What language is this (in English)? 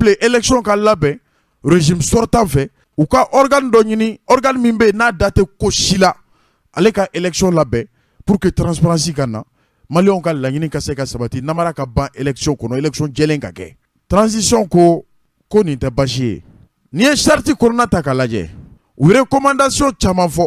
Bambara